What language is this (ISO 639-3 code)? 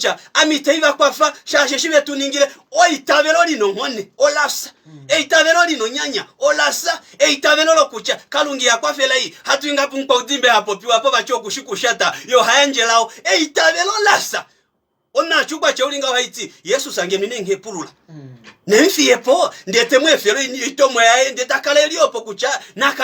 kua